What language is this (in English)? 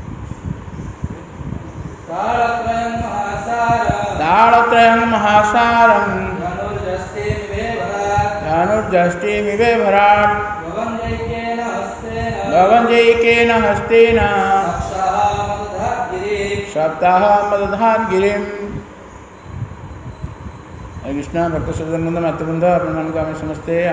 Odia